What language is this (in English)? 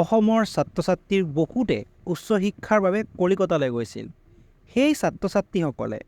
Assamese